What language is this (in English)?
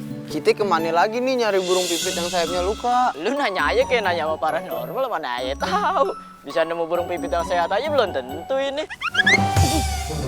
Betawi